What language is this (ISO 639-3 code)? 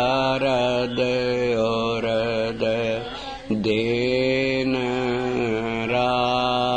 pan